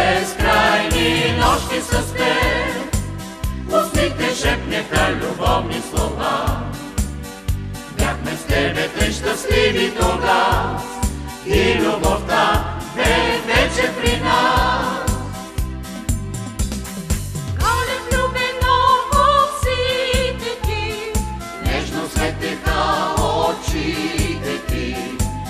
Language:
Bulgarian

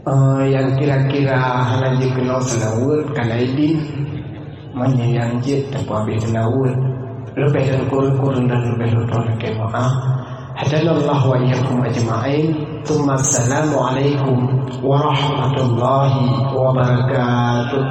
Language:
Achinese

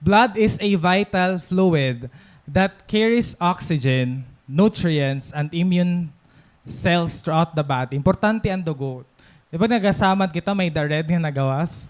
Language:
Waray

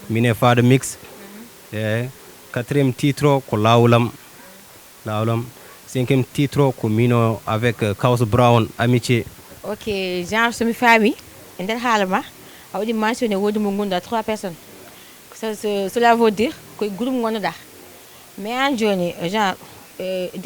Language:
Fula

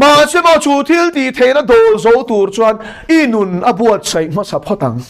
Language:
Mizo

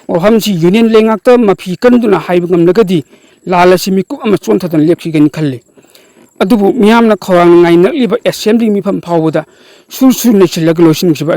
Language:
Manipuri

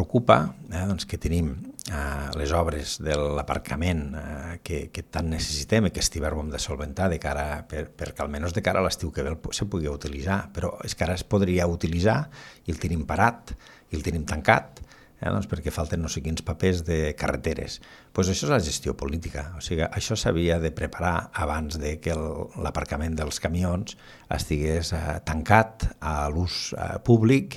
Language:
Catalan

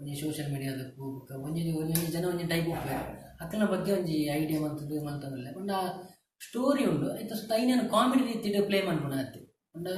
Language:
Tulu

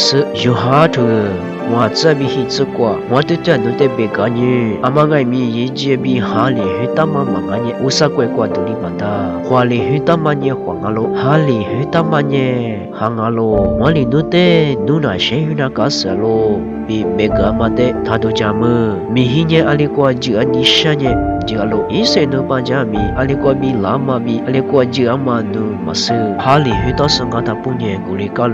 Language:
Lisu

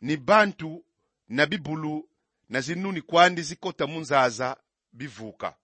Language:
Kongo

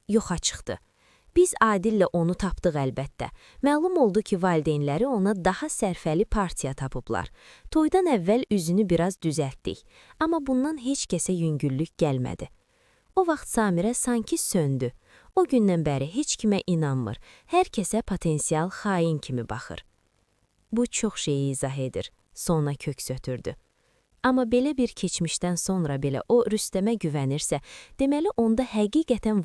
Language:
Azerbaijani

